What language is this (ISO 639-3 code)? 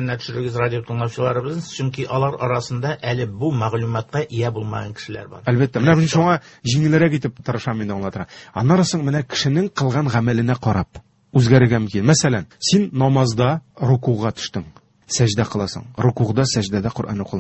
tat